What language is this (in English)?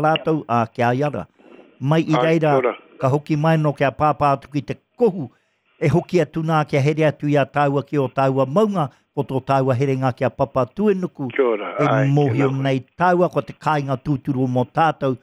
Māori